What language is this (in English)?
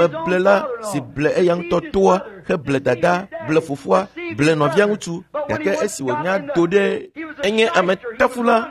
Ewe